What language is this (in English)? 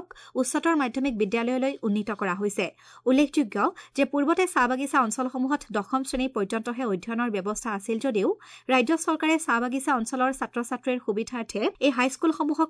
Assamese